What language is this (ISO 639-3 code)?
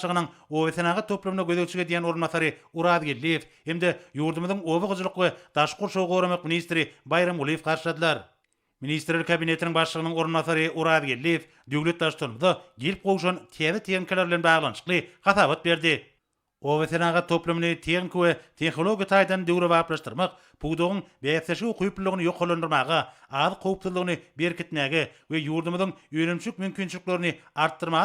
tuk